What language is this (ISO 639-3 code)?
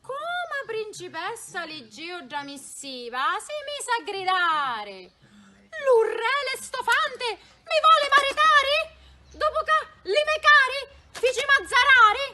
scn